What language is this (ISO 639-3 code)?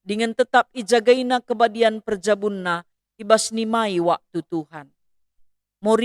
btx